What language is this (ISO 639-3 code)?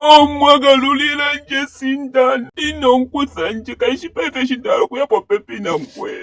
ndo